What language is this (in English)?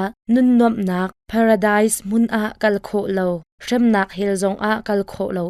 Hakha Chin